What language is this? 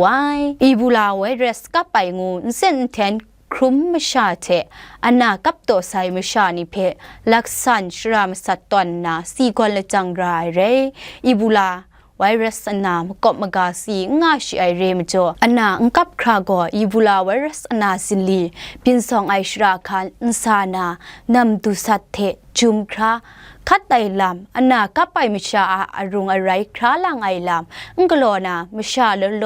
Kachin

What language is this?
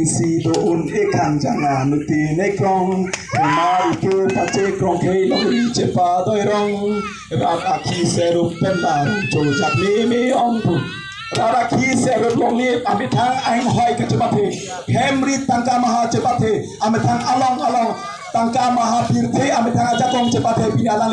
Karbi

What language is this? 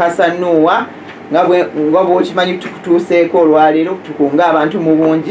Ganda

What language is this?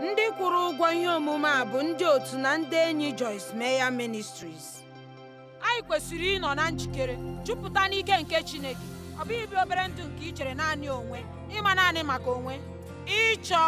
Igbo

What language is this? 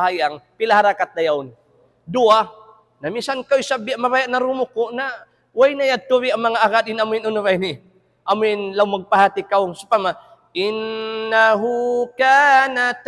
Tausug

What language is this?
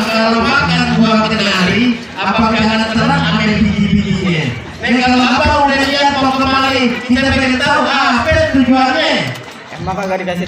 Betawi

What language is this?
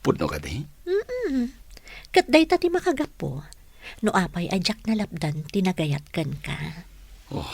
Iloko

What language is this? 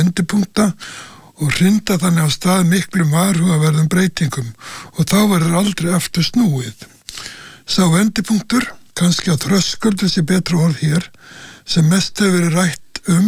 Icelandic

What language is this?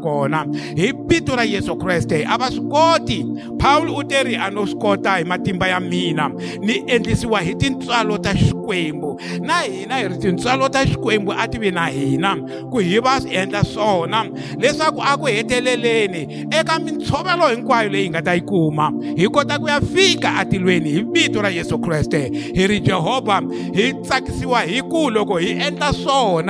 Tsonga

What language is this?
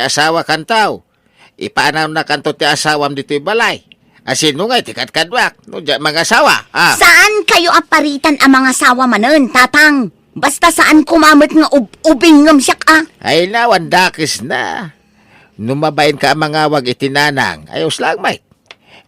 Iloko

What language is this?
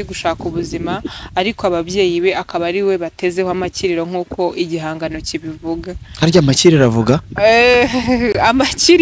Kinyarwanda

